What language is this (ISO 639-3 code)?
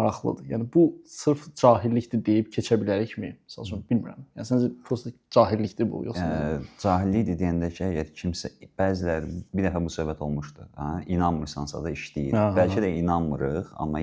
aze